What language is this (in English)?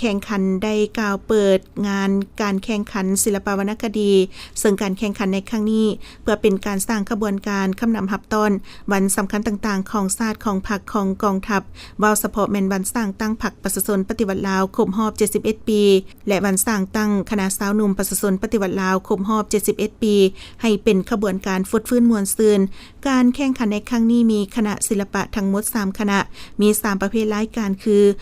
Lao